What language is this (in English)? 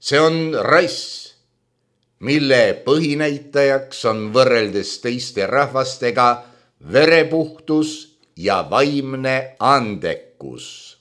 Estonian